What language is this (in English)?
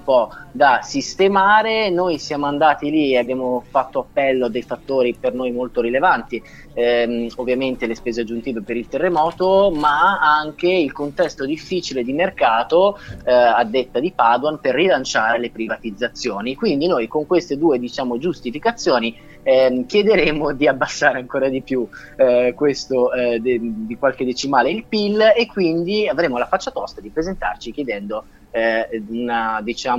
Italian